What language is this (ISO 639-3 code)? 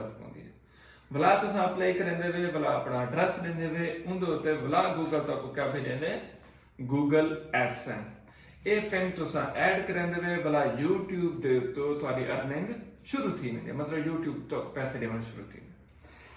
skr